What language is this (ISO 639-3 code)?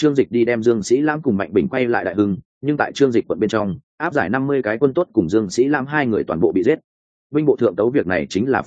vie